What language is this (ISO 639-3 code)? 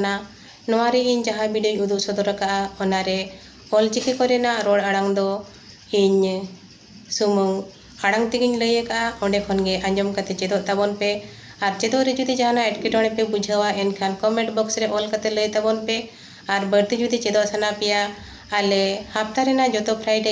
sat